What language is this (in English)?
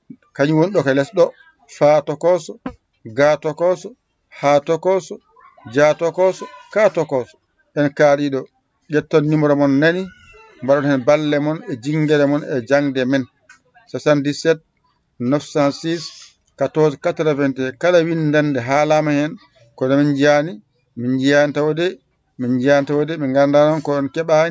Fula